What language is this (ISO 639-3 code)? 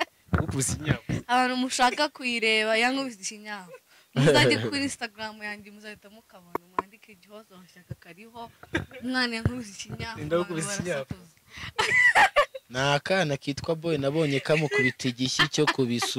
kin